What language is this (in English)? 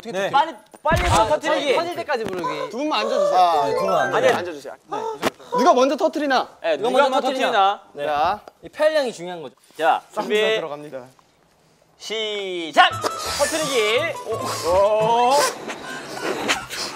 Korean